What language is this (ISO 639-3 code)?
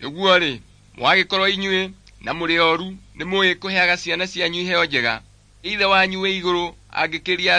kik